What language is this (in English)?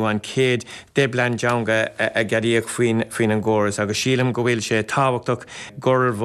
Irish